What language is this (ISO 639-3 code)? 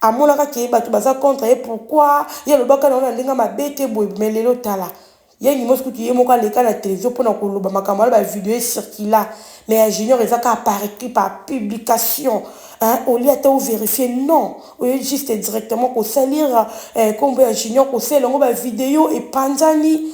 lin